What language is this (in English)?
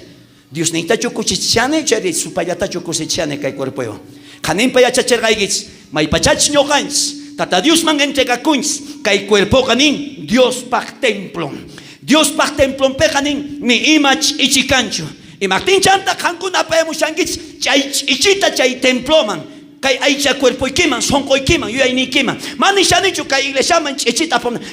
South Bolivian Quechua